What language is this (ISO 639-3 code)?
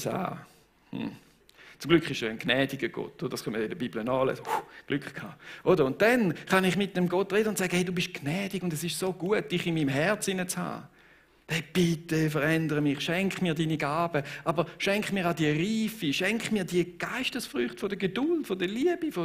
gsw